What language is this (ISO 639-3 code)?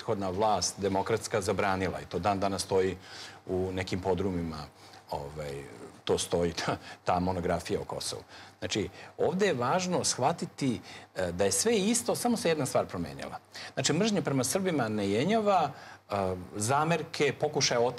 srp